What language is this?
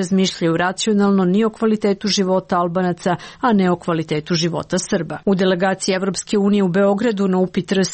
Serbian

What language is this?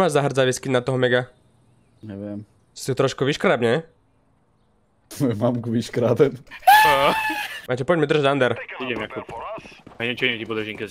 Slovak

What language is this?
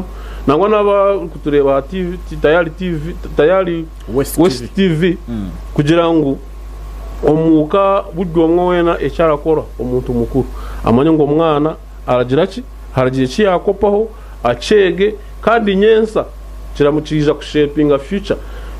Nyankole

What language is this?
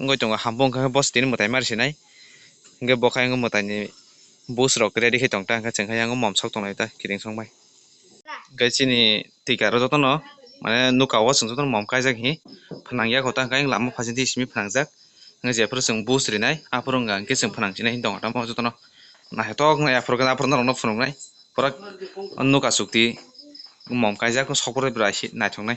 Kok Borok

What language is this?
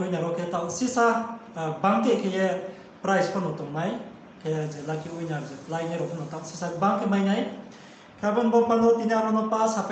Riang (India)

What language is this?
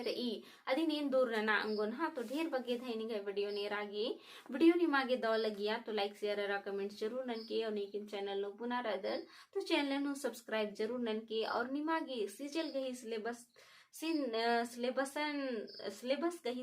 Kurukh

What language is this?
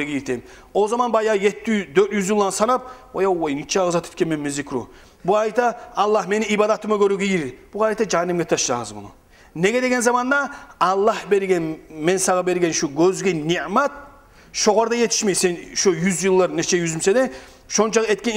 Kumyk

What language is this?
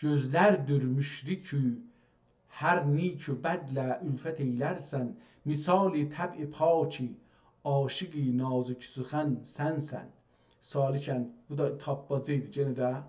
South Azerbaijani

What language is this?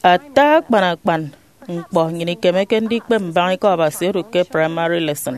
Efik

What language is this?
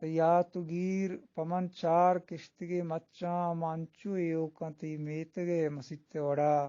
Eastern Balochi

